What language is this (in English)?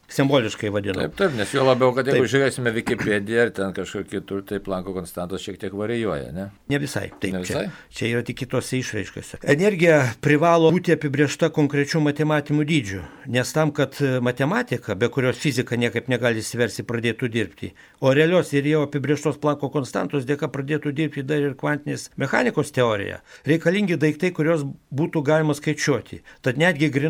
Lithuanian